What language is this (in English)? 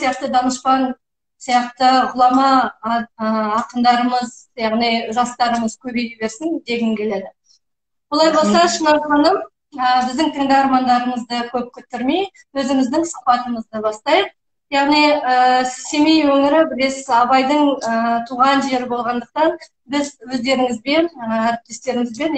Kazakh